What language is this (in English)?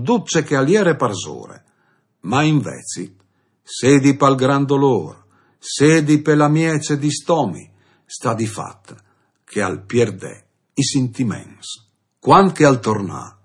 Friulian